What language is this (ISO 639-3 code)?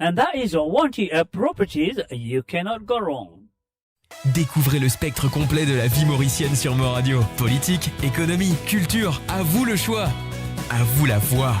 mfe